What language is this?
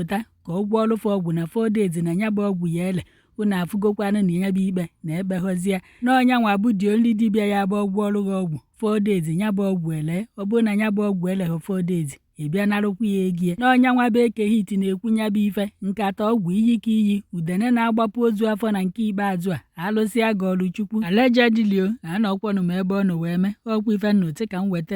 Igbo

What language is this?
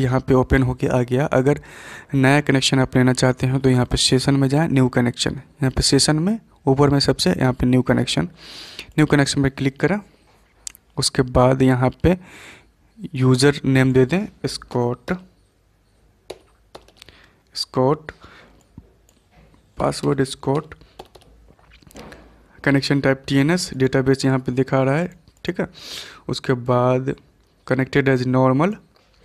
Hindi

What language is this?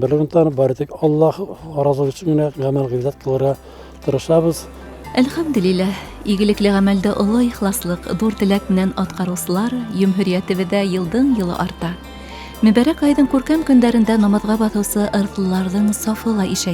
Bashkir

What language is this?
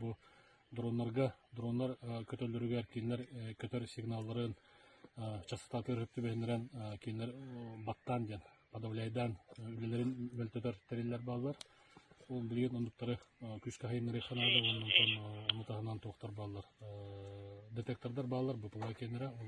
Yakut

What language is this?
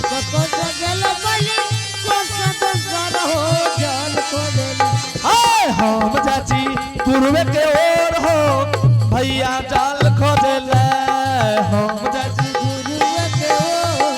Angika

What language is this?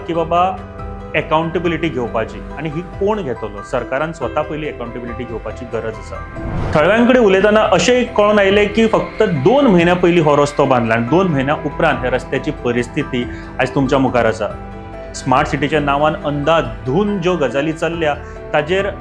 Konkani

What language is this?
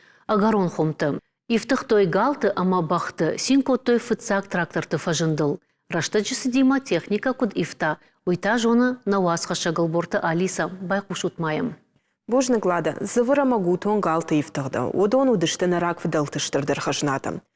Ossetic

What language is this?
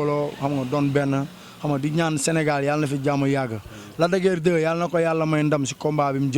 Wolof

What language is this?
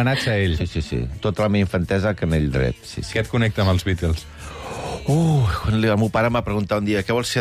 Catalan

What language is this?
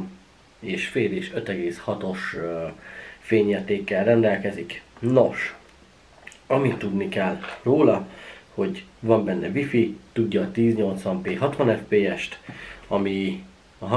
Hungarian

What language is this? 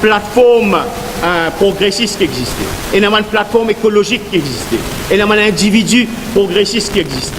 Morisyen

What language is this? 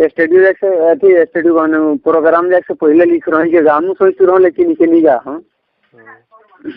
Sadri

